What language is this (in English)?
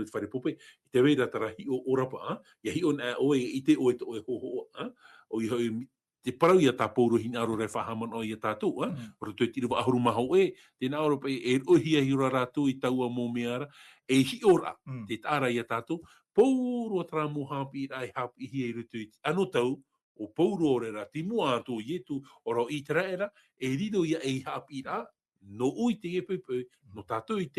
Tahitian